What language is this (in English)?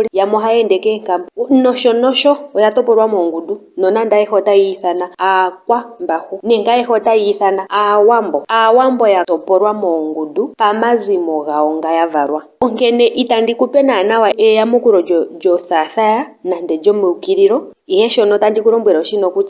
Ndonga